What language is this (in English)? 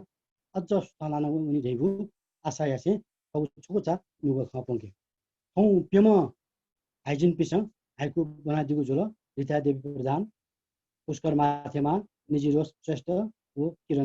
Newari